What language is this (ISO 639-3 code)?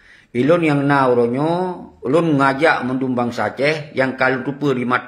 ace